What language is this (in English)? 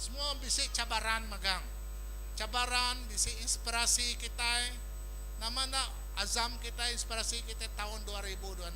Iban